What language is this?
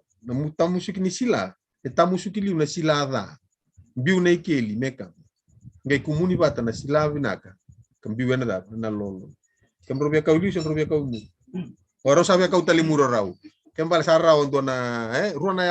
Fijian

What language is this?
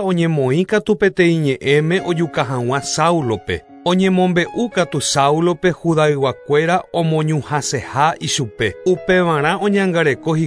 Guarani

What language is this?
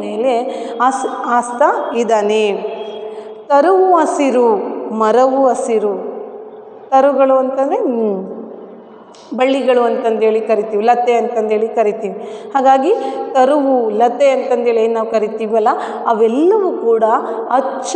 Kannada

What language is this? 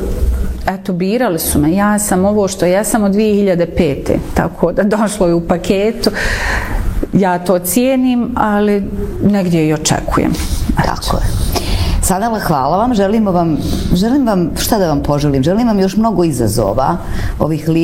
Bosnian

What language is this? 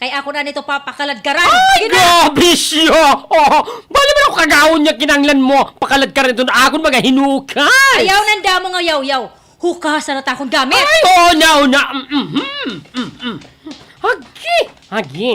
Waray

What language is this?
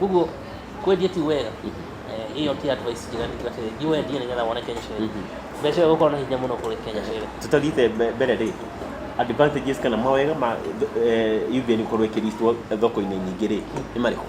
Kikuyu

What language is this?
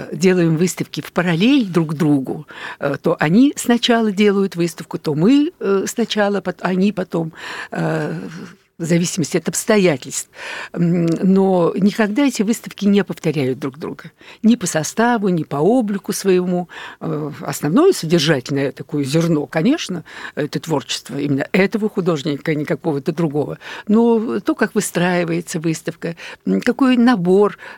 Russian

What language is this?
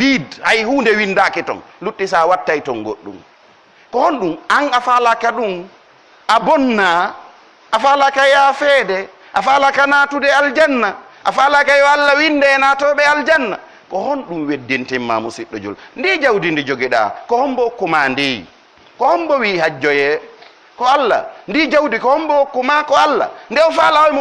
Pular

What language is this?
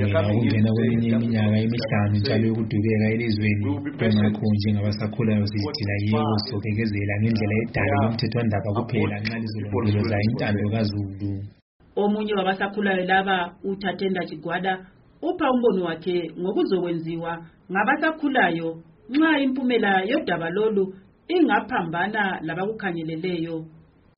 North Ndebele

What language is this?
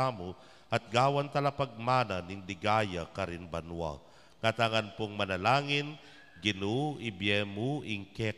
Pampanga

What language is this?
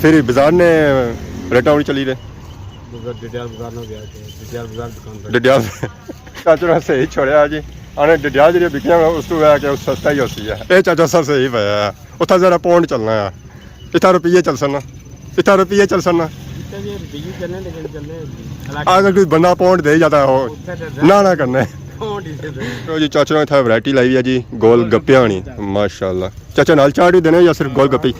Pahari-Potwari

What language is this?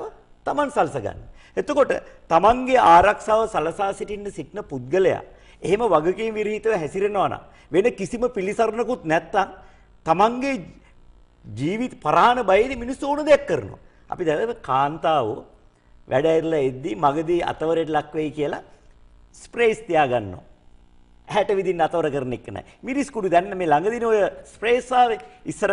Sinhala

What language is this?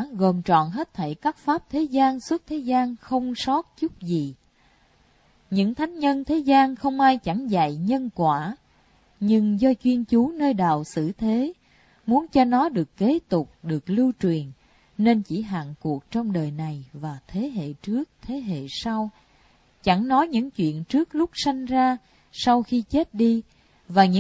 Vietnamese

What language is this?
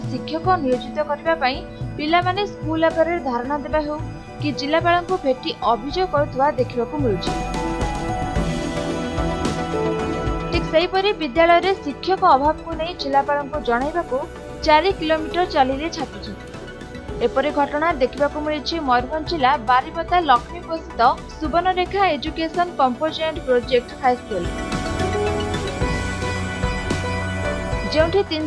Odia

